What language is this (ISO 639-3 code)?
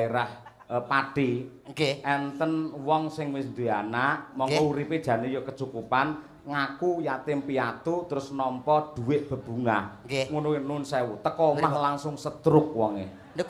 jav